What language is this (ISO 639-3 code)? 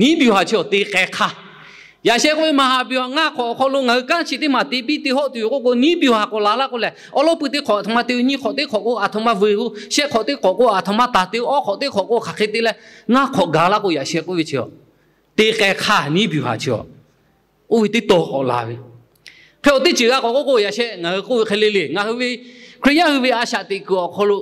lhu